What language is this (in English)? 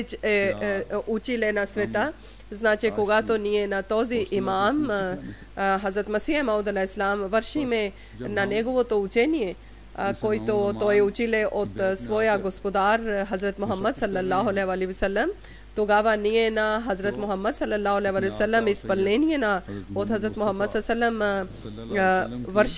Bulgarian